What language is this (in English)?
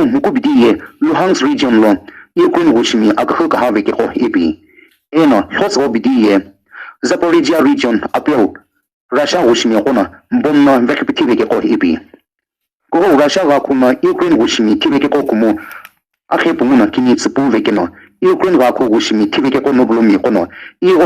Sumi Naga